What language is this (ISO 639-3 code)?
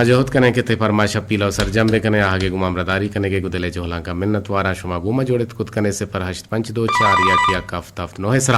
bgp